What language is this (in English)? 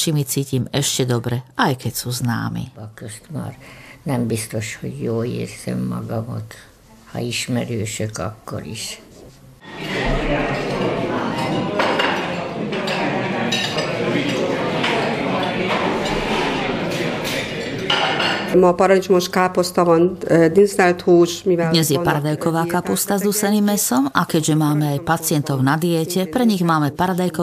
Slovak